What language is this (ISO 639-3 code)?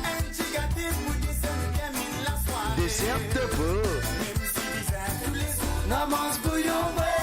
mfe